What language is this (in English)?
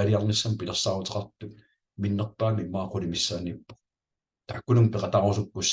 Kalaallisut